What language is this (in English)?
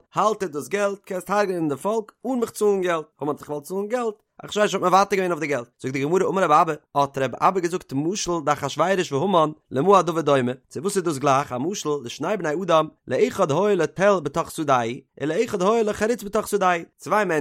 Yiddish